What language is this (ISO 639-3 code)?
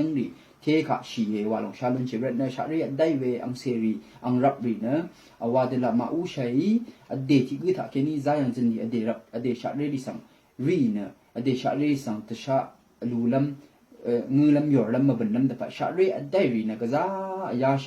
raw